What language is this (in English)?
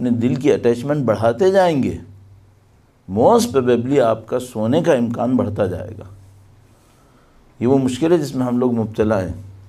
Urdu